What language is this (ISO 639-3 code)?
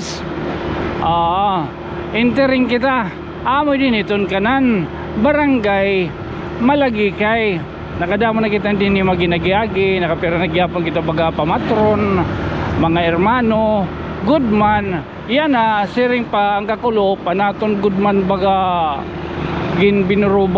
war